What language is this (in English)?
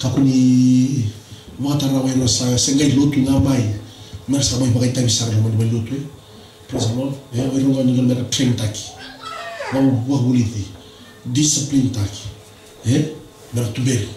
Fijian